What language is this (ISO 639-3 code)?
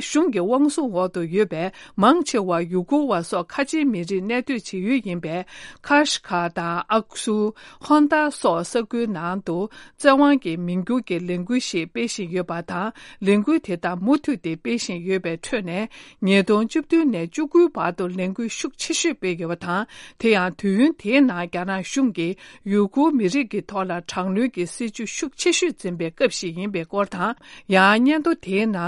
bod